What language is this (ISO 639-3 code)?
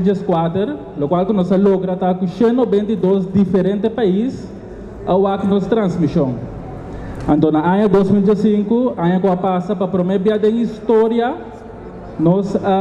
pap